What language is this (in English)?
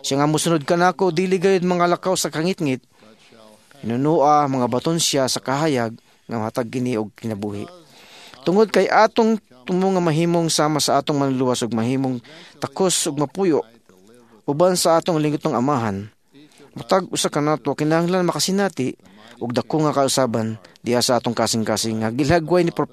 Cebuano